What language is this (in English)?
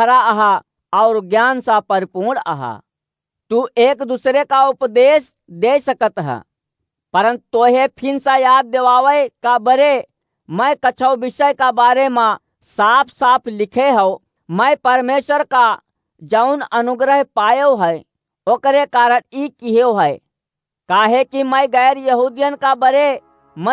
Awadhi